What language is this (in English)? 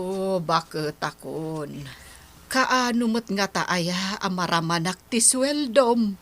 Iloko